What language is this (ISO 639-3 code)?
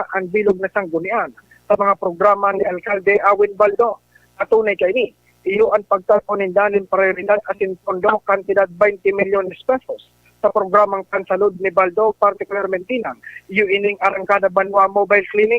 bik